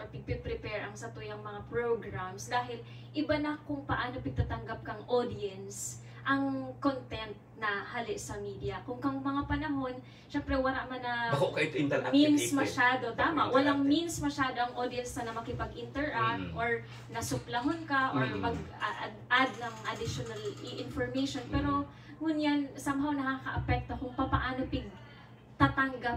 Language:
Bikol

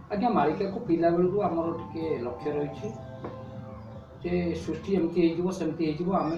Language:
Odia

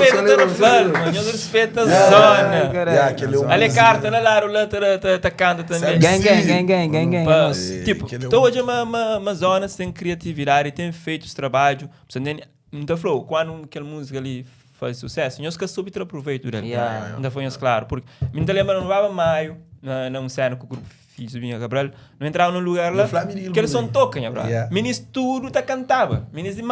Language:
Kabuverdianu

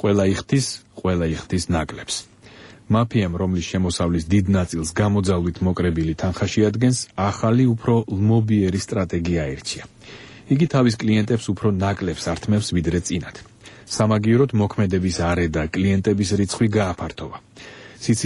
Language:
Georgian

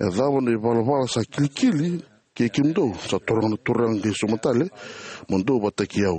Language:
Fijian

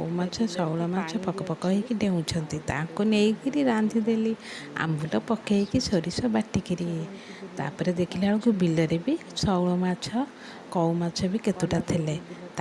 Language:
Odia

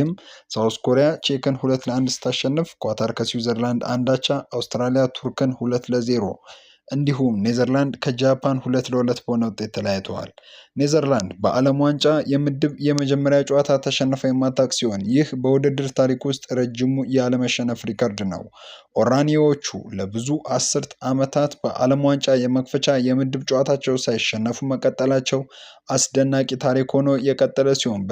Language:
Amharic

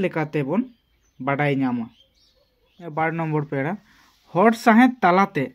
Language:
Santali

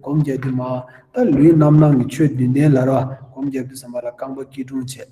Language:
Tibetan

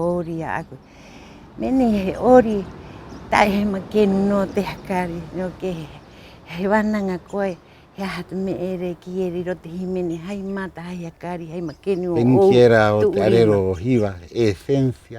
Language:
Rapanui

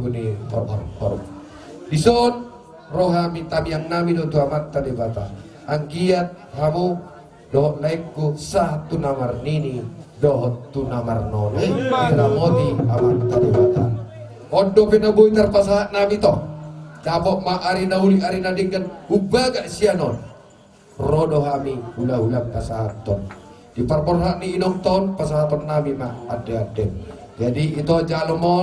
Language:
Batak Toba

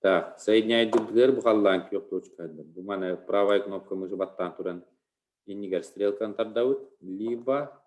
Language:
Yakut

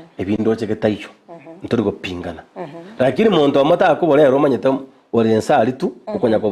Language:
Gusii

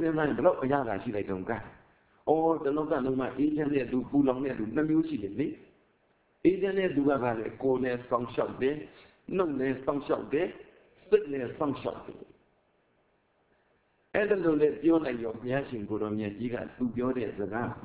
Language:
Burmese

